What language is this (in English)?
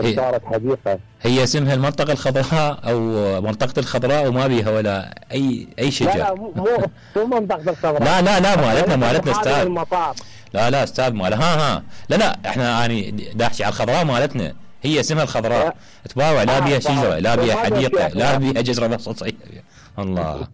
Mesopotamian Arabic